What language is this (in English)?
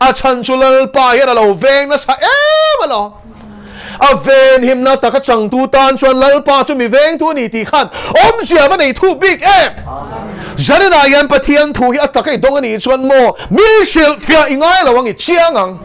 Mizo